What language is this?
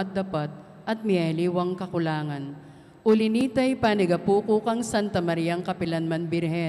Pampanga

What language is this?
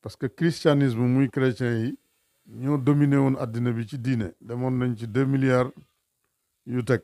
Wolof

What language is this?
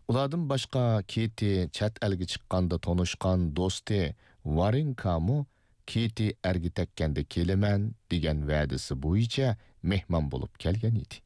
Uyghur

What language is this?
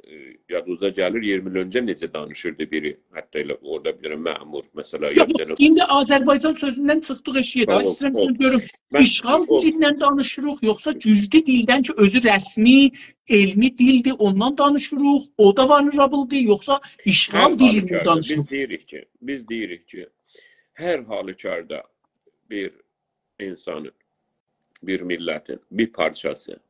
South Azerbaijani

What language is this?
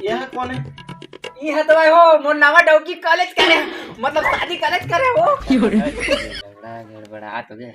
Chhattisgarhi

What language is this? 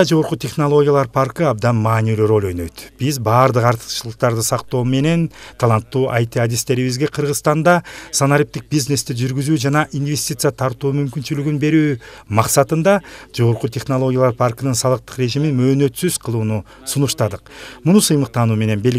Kyrgyz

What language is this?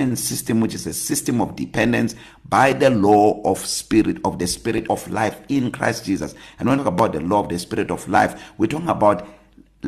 English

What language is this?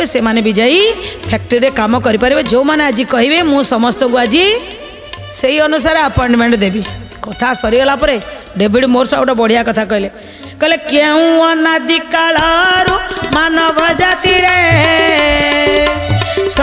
Odia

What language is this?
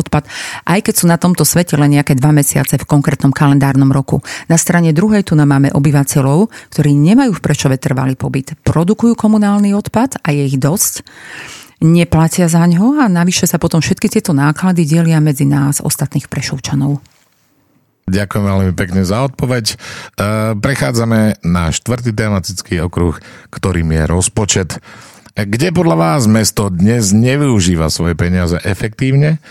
Slovak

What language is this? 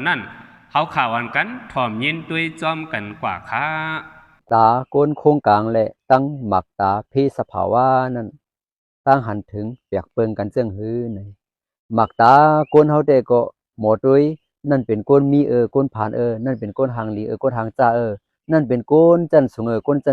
Shan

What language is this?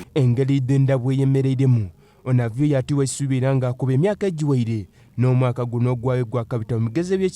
Soga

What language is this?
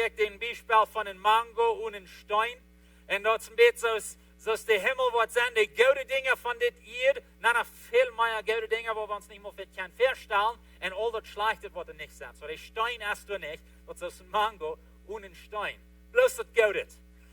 Plautdietsch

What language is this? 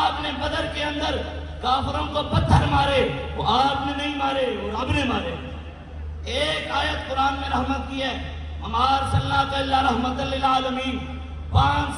Urdu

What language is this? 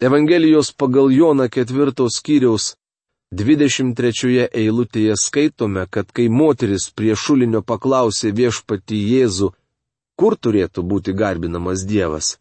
Lithuanian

